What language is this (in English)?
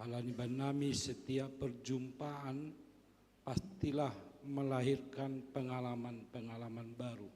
Batak Simalungun